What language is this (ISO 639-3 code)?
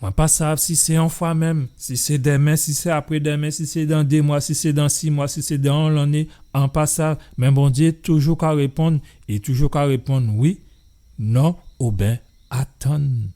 gcf